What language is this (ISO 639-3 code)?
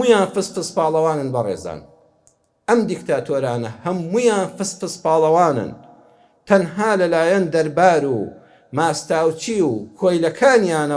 ckb